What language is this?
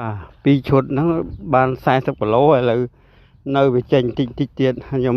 Khmer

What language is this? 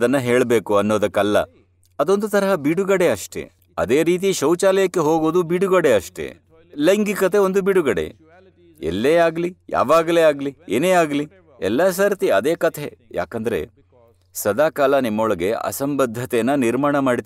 Kannada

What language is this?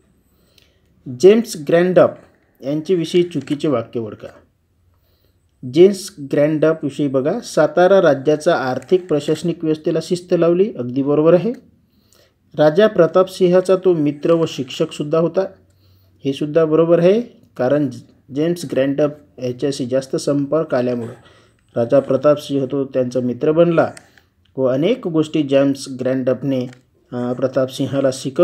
Marathi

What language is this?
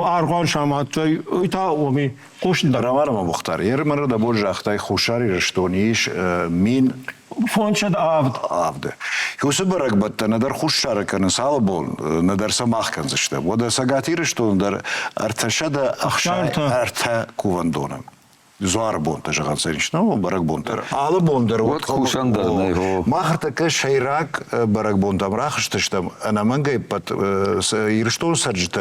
Ossetic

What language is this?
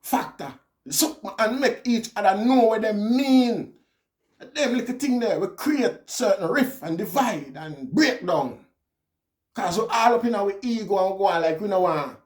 Jamaican Creole English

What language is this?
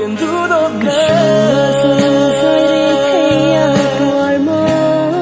Falam Chin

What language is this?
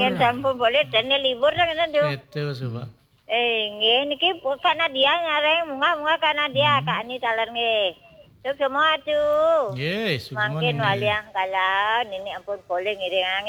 Balinese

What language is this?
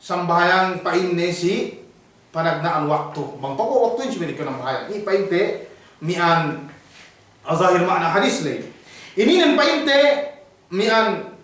Yakan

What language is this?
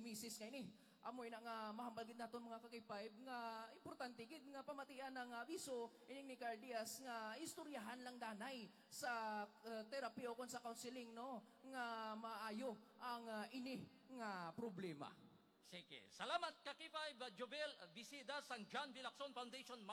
Hiligaynon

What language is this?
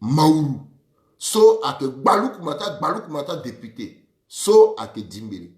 Sango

